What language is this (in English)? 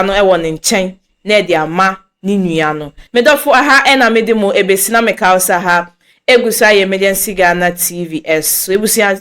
Akan